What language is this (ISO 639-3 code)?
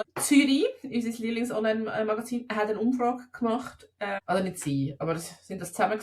gsw